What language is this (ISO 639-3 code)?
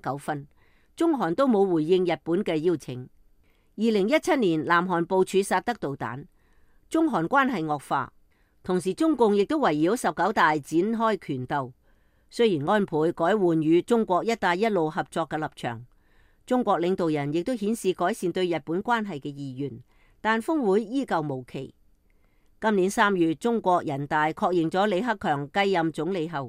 yue